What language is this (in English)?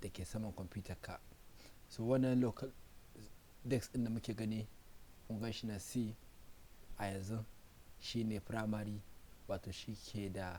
Hausa